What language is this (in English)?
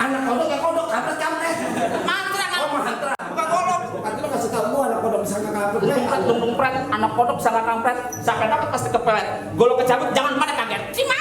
Betawi